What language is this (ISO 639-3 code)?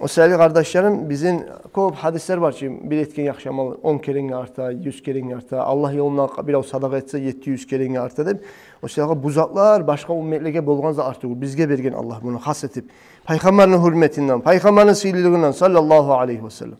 kum